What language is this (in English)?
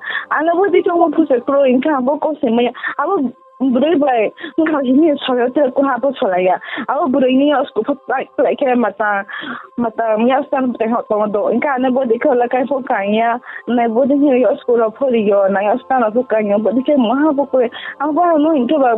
Riang (India)